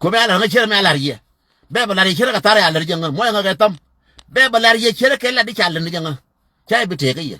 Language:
Nuer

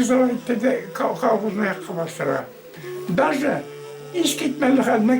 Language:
Bashkir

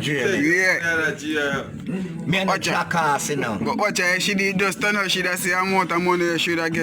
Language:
Jamaican Creole English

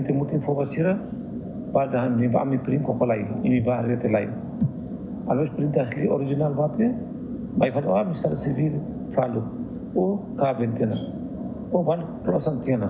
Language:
Tetum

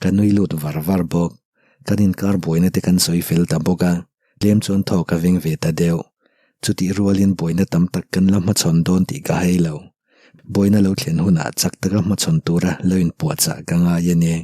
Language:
Mizo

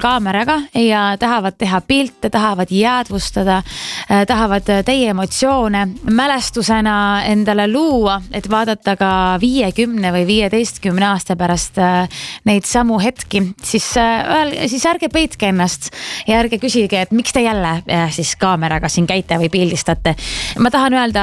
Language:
Estonian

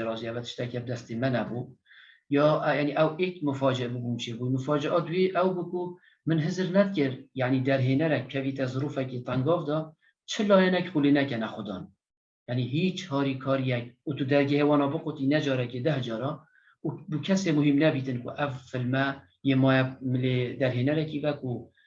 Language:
Kurdish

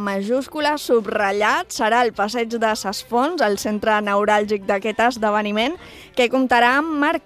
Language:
Catalan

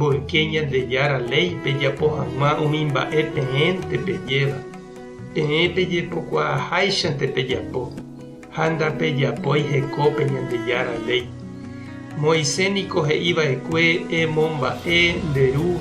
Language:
Guarani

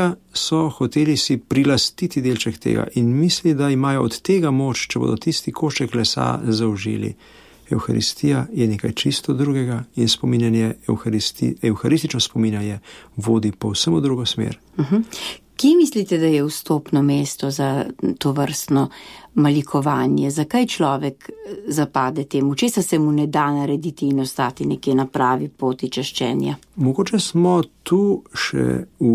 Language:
Slovenian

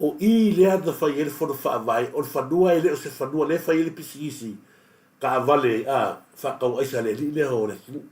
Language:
Samoan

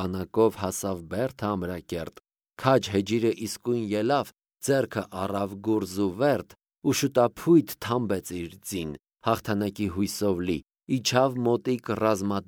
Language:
Armenian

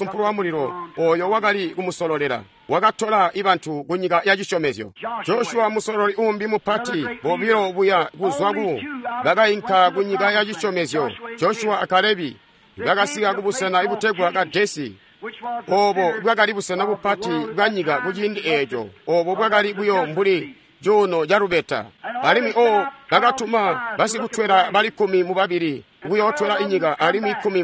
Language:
Tonga (Zambia)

